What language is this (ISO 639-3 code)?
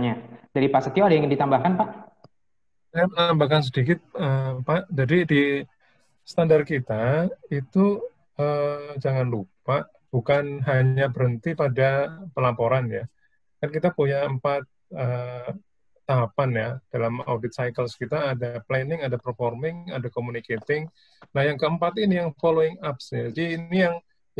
ind